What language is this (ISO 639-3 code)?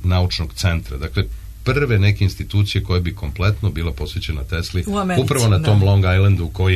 srp